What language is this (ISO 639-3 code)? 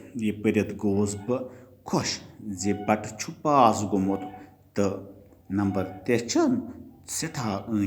kas